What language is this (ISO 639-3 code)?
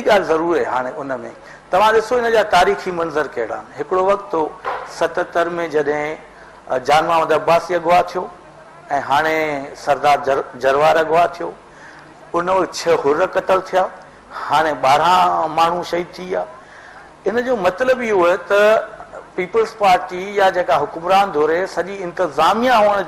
snd